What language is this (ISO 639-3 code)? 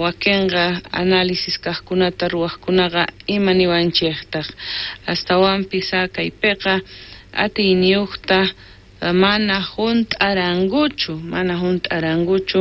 quh